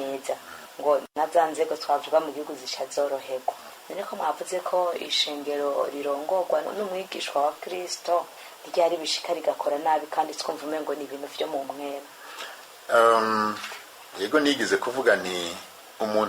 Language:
Rundi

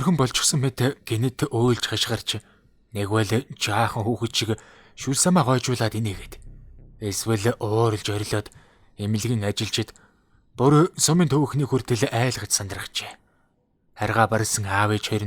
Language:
Mongolian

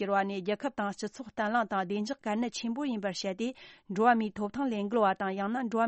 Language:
Tibetan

